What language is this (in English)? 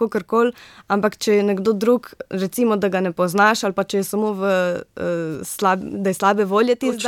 Slovenian